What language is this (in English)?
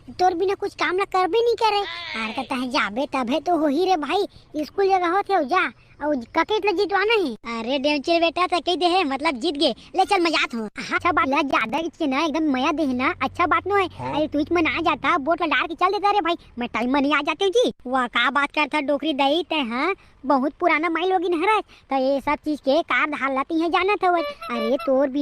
Chhattisgarhi